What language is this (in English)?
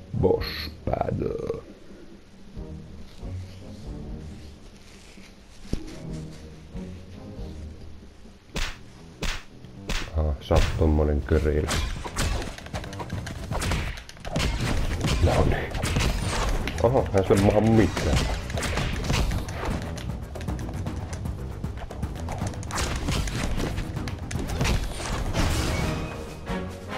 Finnish